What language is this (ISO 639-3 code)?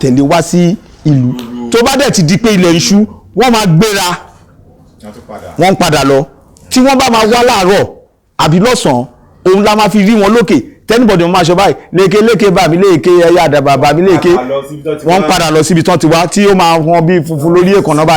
yor